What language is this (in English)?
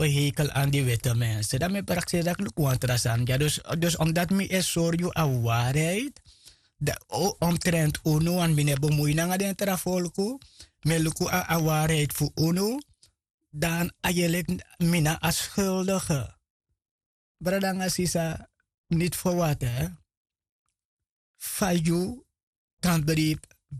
Dutch